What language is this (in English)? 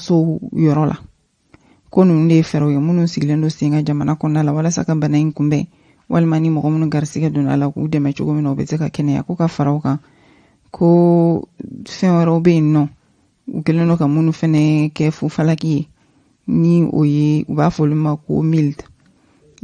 Bambara